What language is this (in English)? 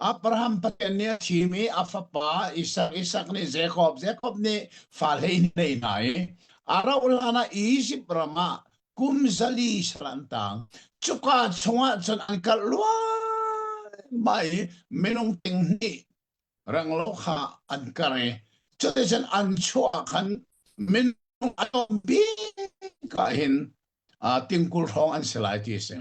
Hakha Chin